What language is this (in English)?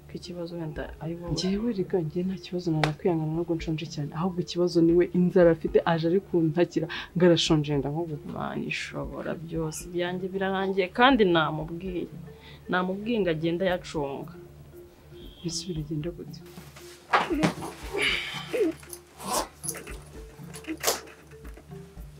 Kinyarwanda